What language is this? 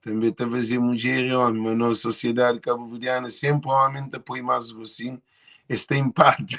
Kabuverdianu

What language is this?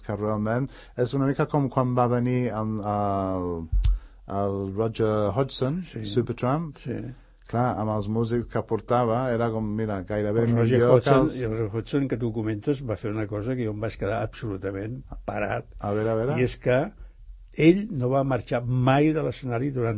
Catalan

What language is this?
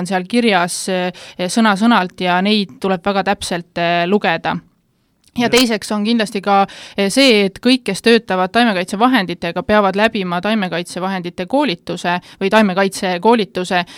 Estonian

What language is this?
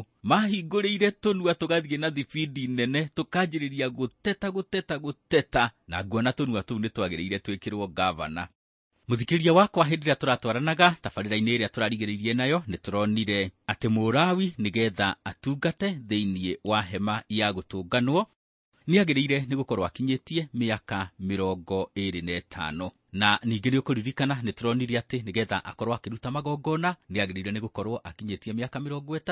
Kikuyu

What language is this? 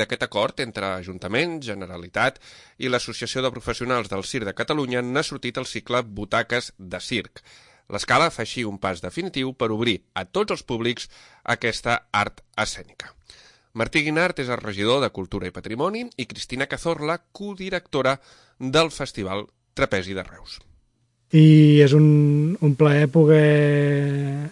Catalan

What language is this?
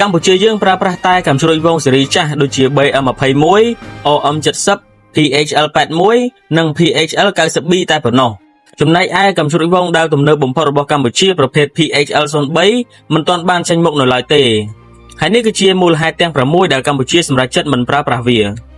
Khmer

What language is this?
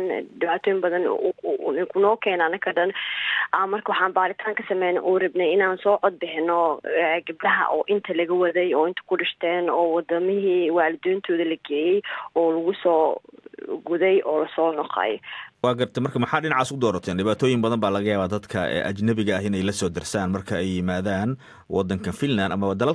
Somali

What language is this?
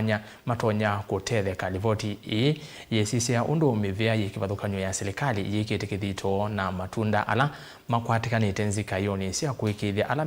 Kamba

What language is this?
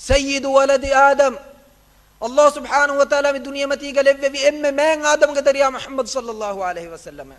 Divehi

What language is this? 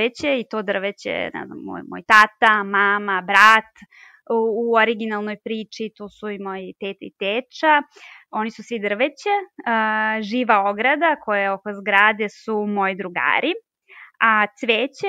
Serbian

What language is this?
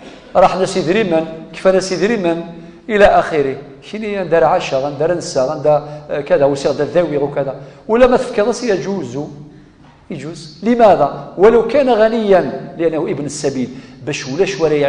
Kabyle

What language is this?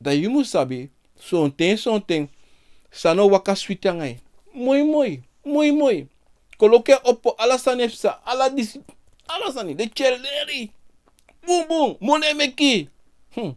Sranan Tongo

